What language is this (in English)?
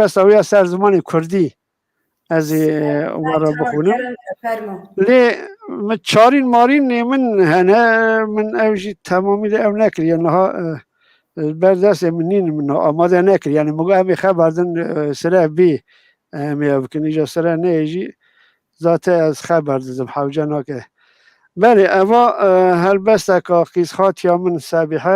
Kurdish